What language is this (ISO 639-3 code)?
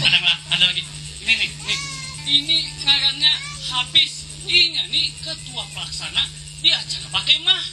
bjn